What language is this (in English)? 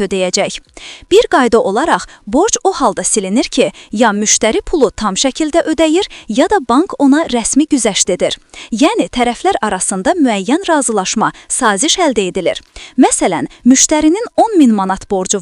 Azerbaijani